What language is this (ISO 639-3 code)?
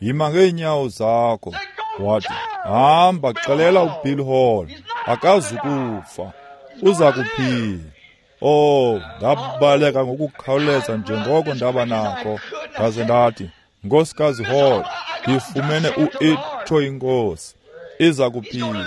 xho